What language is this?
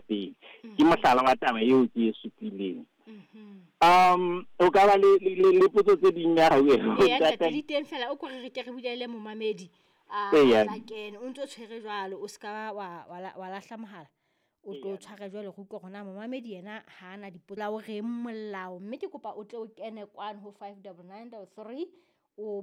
Southern Sotho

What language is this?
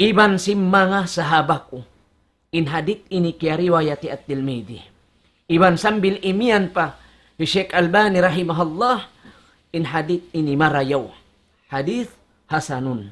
Tausug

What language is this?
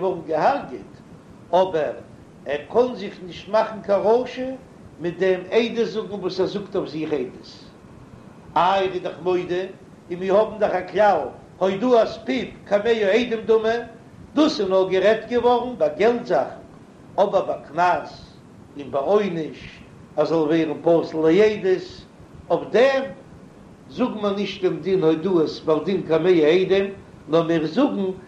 Yiddish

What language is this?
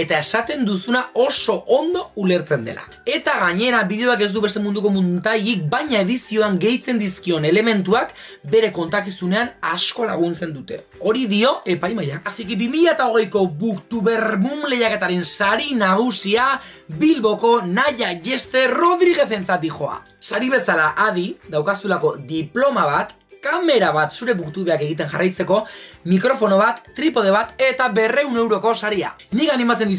Basque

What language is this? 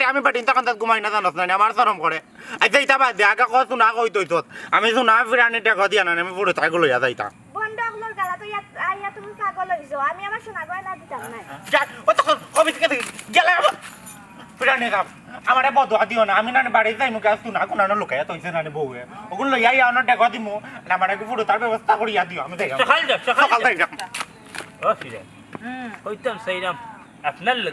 Sylheti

